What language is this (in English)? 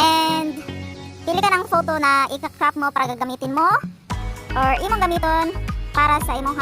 Cebuano